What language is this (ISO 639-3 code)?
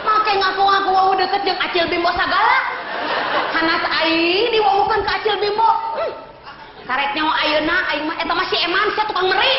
sun